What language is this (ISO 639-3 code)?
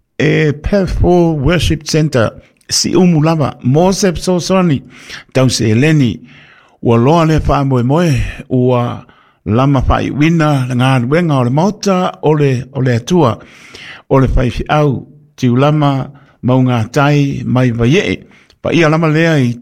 smo